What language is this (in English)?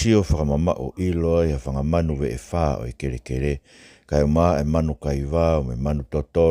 Tongan